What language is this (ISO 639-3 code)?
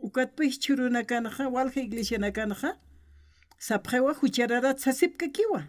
aym